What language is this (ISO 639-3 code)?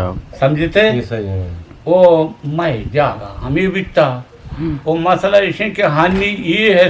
bgp